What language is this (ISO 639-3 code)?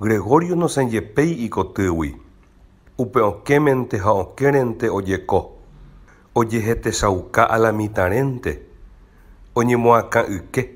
grn